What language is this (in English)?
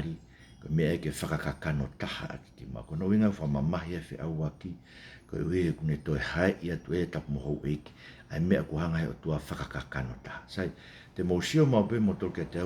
Tongan